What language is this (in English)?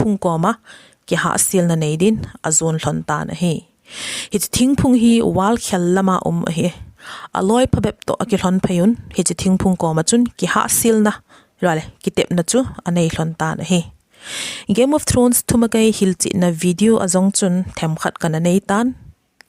Thado Chin